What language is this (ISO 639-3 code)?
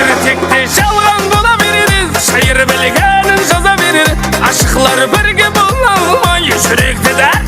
kaa